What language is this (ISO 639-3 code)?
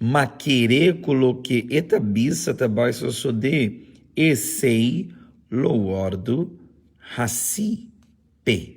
pap